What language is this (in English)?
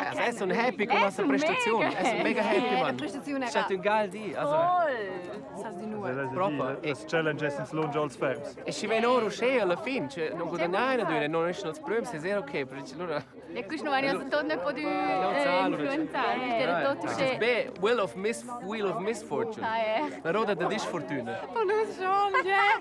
Romansh